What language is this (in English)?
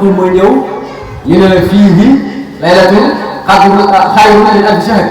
Wolof